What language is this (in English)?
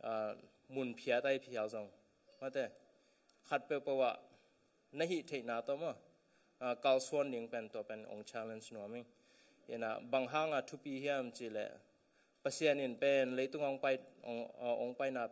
Tedim Chin